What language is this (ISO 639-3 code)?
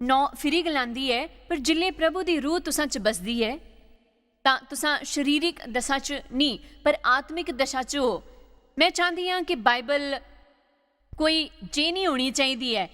doi